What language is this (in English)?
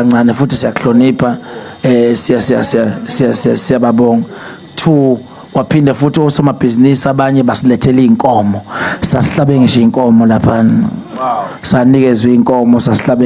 Zulu